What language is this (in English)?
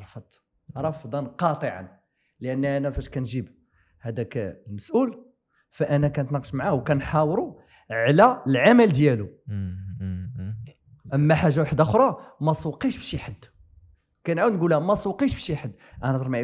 Moroccan Arabic